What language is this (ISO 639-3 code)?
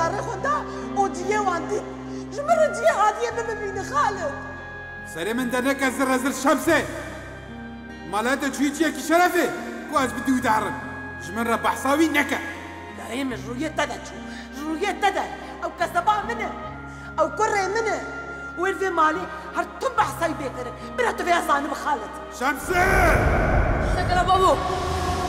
kur